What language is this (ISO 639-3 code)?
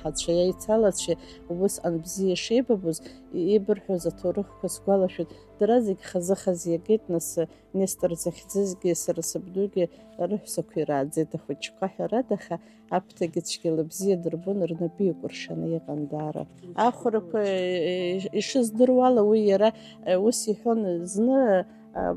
abk